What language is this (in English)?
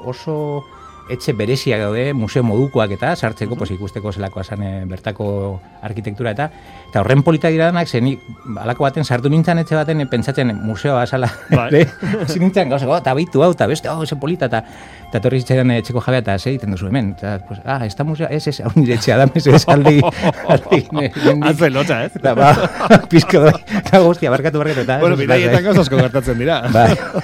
Basque